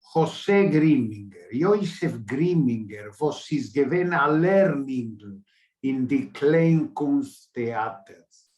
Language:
Yiddish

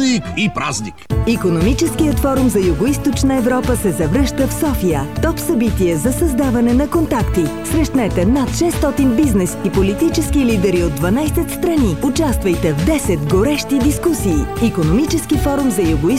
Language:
Bulgarian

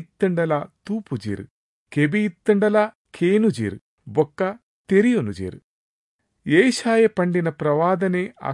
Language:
Tulu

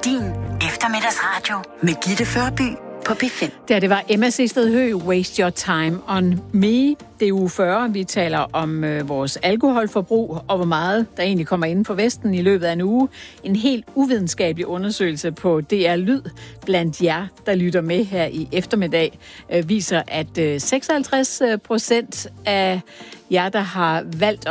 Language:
Danish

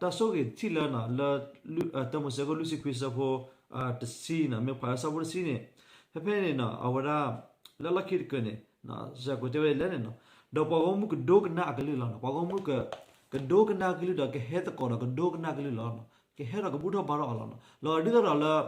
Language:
S'gaw Karen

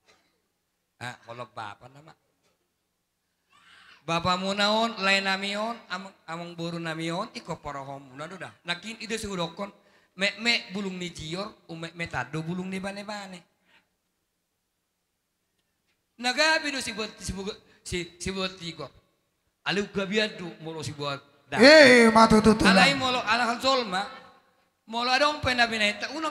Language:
Batak Toba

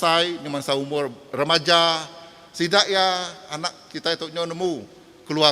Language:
Iban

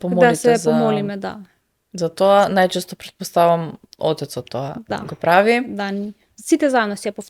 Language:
Macedonian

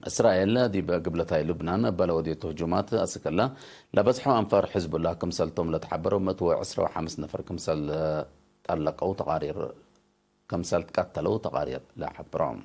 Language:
Tigre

